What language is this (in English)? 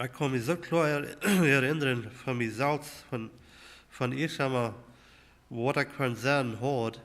Plautdietsch